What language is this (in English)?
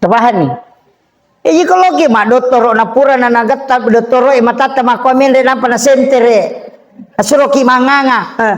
Buginese